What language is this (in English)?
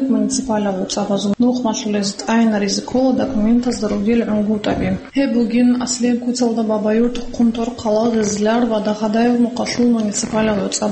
Avaric